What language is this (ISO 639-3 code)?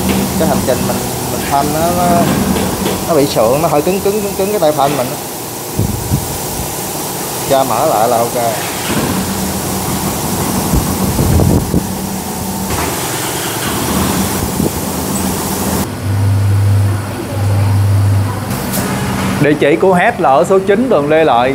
vie